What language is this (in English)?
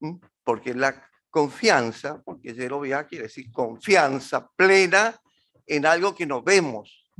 Guarani